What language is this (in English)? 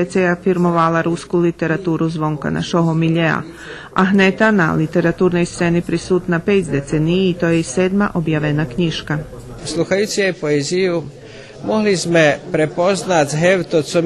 Rusyn